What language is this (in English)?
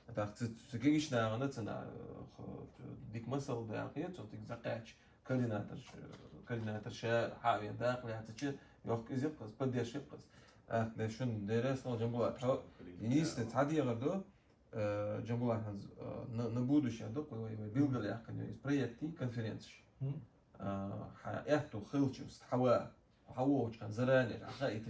Chechen